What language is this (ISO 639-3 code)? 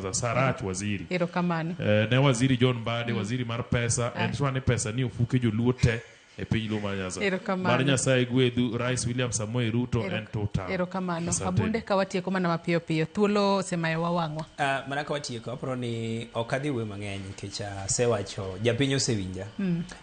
luo